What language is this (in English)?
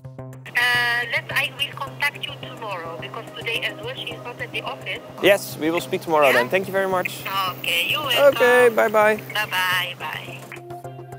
Dutch